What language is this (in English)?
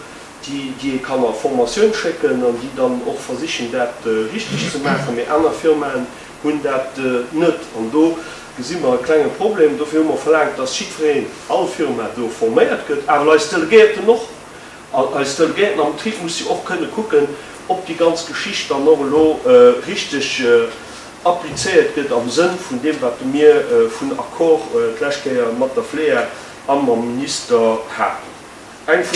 Luxembourgish